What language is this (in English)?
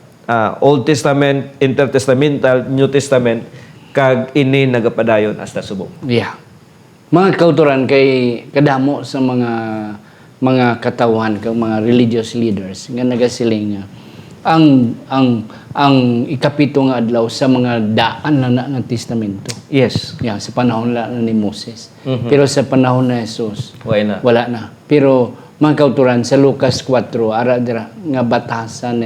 Hiligaynon